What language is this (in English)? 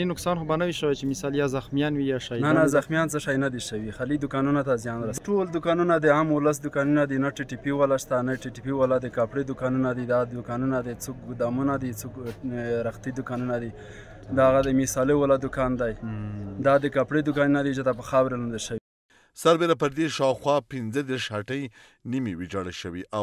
Pashto